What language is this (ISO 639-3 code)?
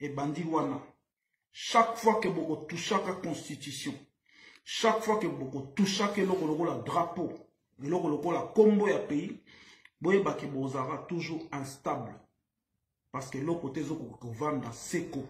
lin